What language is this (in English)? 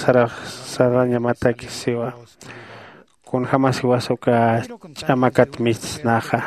Aymara